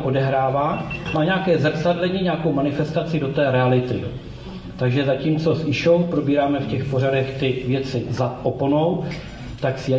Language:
Czech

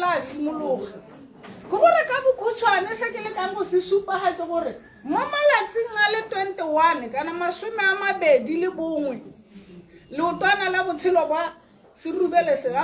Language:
Tswana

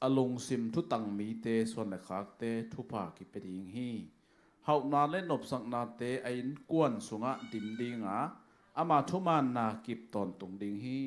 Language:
Tedim Chin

